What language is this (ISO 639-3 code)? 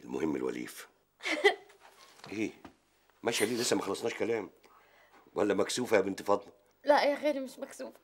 arz